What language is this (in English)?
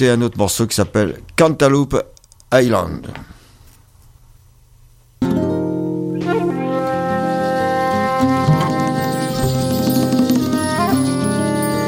French